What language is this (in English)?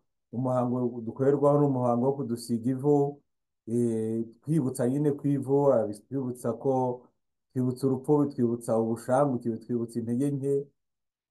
Kinyarwanda